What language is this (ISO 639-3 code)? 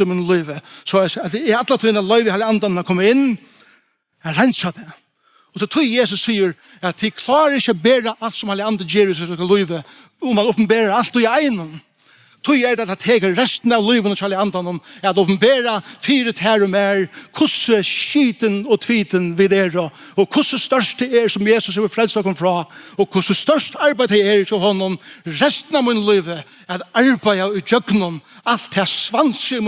fao